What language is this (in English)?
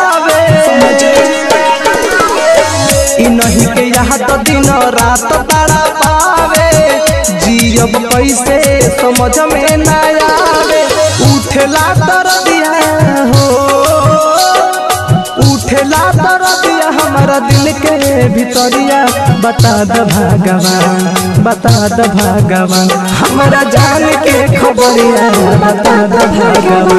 Bhojpuri